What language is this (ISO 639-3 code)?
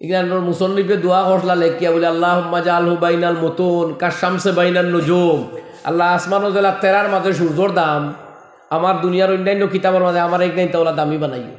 syl